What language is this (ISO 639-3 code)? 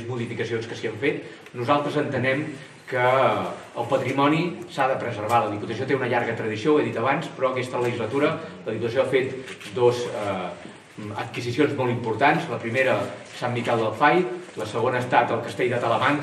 cat